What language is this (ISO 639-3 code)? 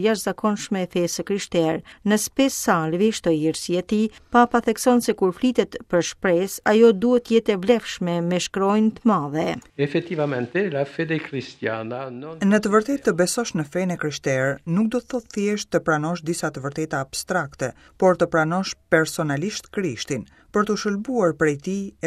sqi